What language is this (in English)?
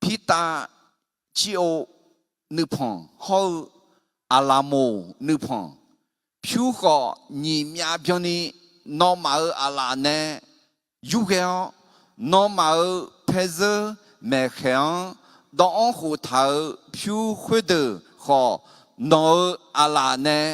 Akha